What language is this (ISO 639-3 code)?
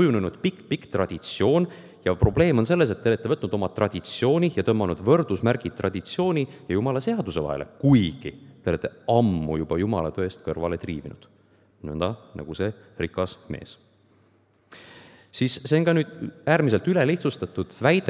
est